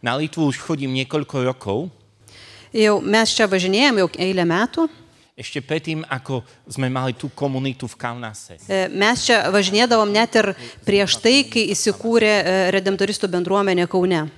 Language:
Lithuanian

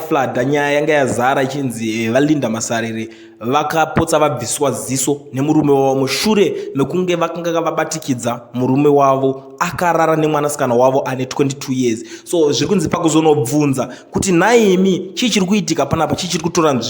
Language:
Shona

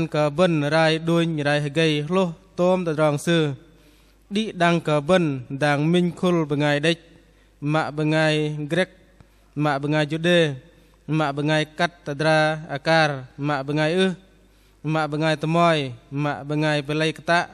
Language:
Bahnar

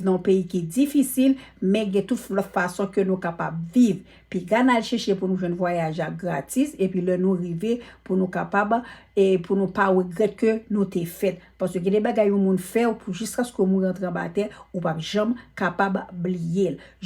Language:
Haitian Creole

